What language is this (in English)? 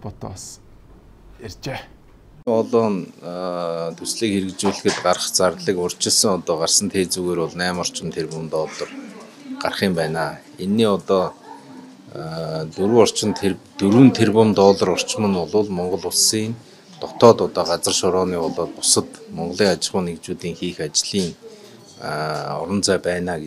Mongolian